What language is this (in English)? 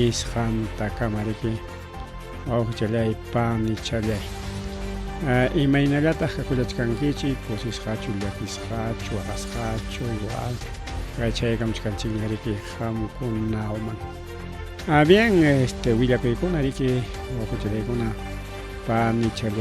Ayacucho Quechua